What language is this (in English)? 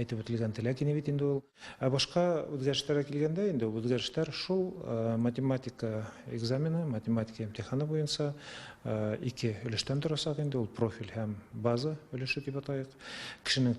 Tatar